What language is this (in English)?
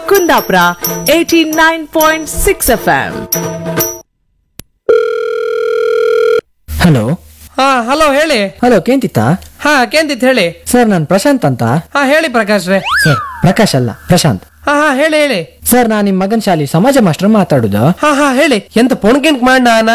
Kannada